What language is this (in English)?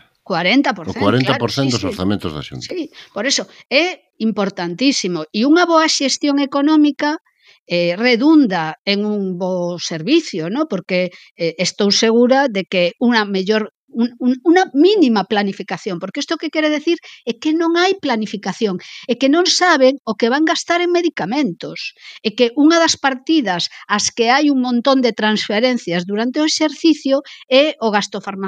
Galician